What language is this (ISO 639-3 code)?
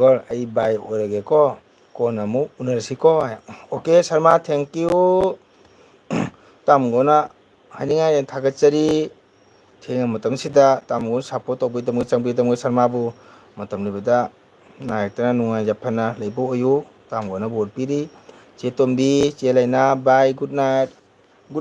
mni